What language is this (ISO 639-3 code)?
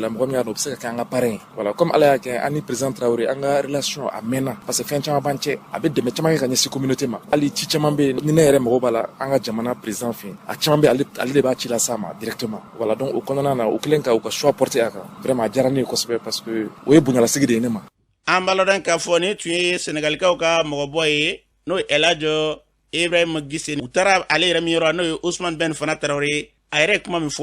bam